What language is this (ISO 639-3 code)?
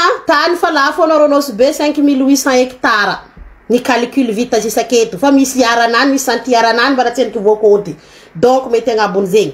mlg